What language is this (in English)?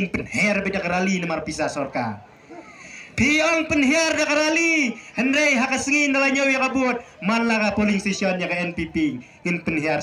Khasi